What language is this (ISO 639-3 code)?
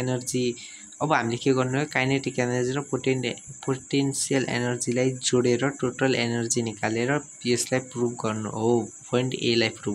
nep